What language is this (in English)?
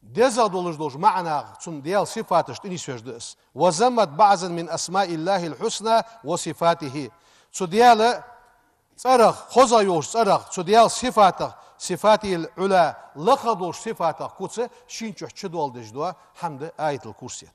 Ingush